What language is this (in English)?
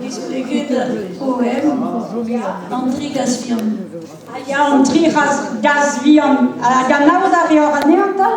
Breton